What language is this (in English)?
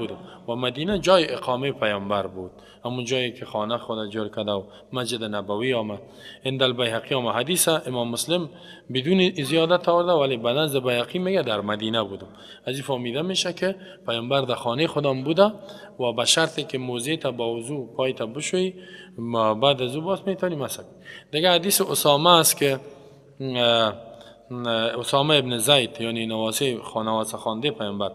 Persian